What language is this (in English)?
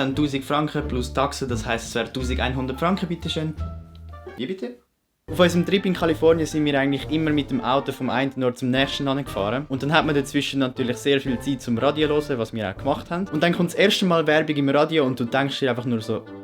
Swiss German